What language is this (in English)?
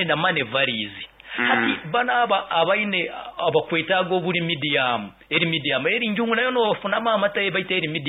Nyoro